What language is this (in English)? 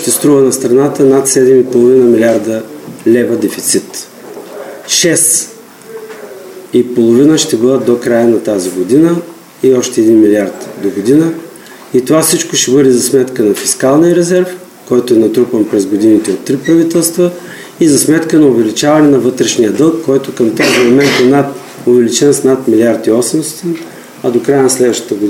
Bulgarian